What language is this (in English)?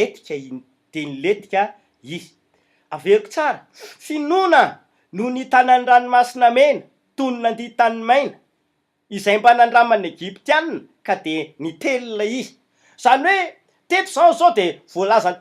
Malagasy